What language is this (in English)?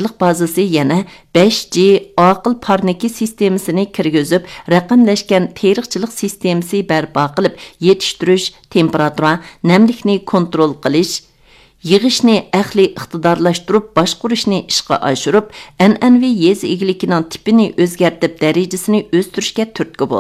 Uyghur